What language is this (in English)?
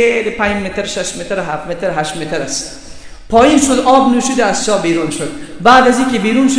Persian